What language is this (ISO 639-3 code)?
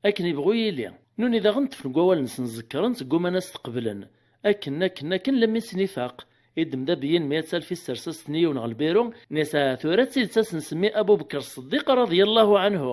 kab